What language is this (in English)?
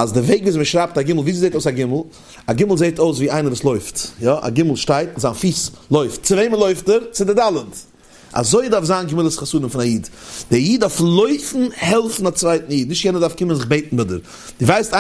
Yiddish